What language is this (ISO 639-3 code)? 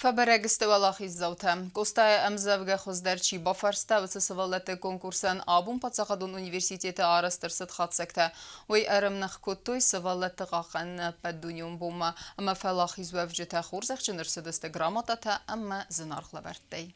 oss